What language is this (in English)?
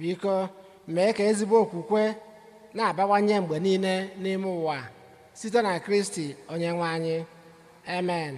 Igbo